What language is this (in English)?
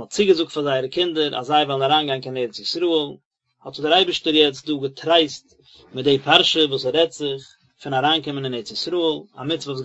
Yiddish